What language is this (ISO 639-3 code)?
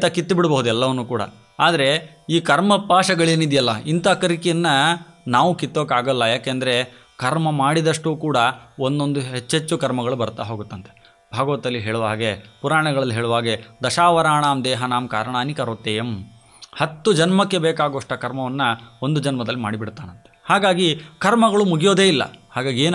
kan